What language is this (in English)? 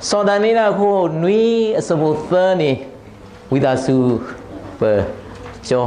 S'gaw Karen